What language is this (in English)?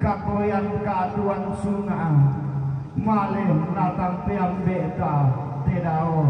Toraja-Sa'dan